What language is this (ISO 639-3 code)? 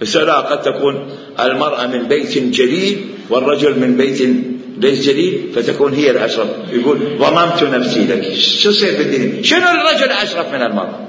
acm